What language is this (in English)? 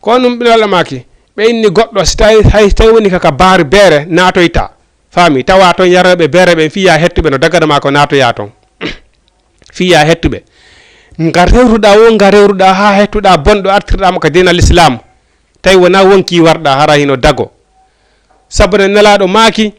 Fula